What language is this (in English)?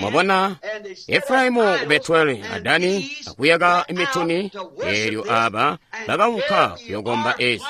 Tonga (Zambia)